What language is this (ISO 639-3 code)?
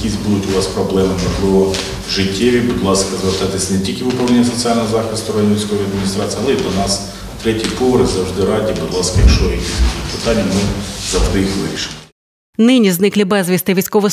ukr